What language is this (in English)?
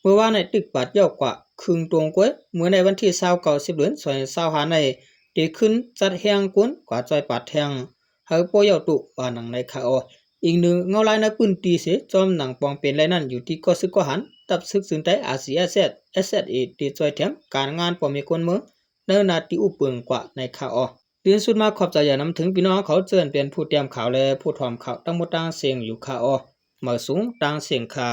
Shan